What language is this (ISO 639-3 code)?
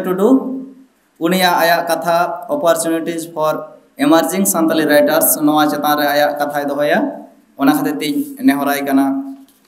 sat